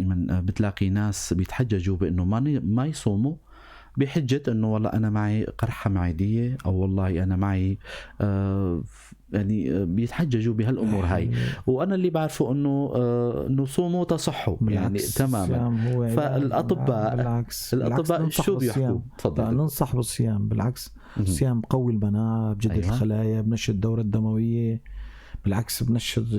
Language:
North Levantine Arabic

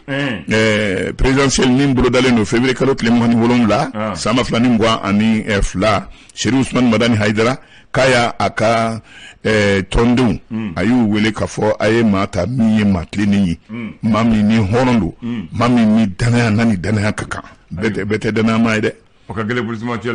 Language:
Bambara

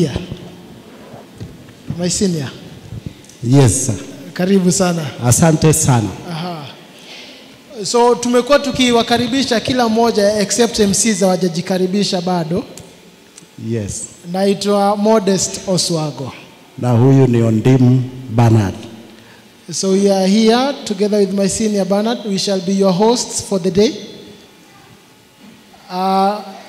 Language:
Swahili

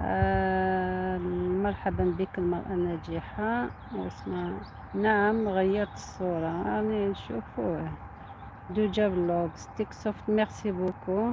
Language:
Algerian Arabic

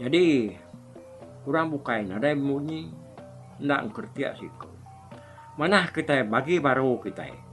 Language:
Iban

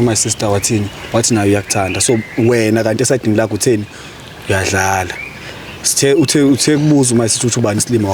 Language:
Zulu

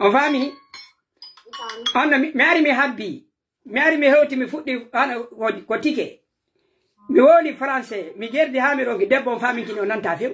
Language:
Pular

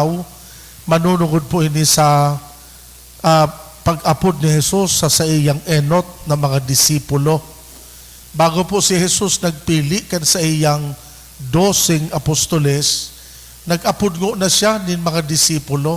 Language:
Bikol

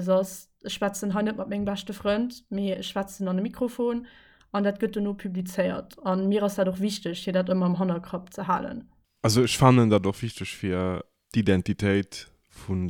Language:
Luxembourgish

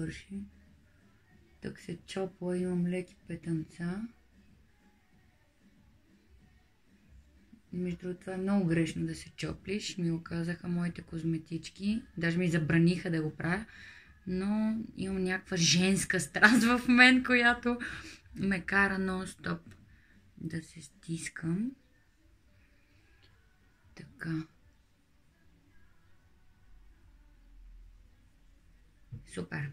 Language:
Bulgarian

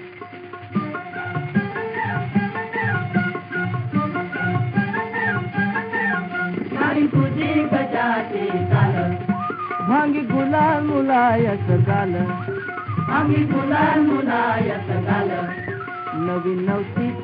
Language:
Marathi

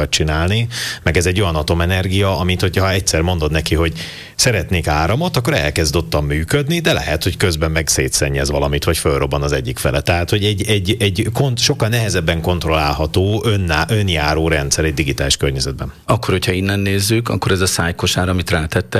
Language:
Hungarian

